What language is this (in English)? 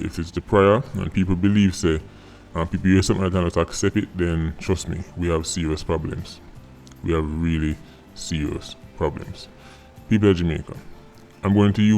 Jamaican Creole English